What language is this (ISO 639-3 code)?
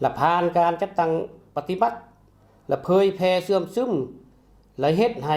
lao